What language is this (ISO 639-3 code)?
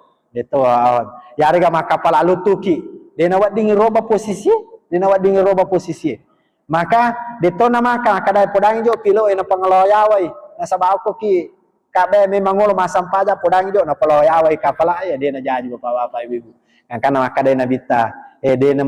bug